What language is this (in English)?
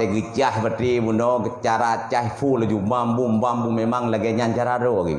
Achinese